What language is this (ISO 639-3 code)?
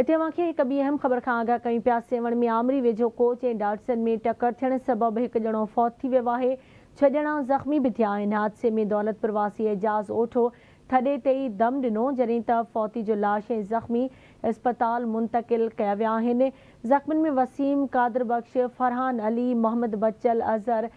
snd